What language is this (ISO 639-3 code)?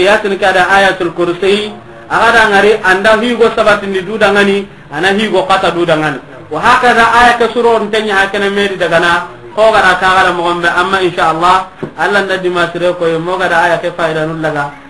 snk